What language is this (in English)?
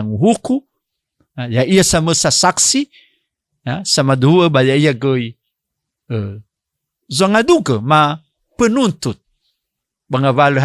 Nias